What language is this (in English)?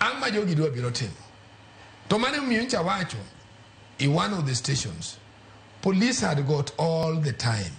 Luo (Kenya and Tanzania)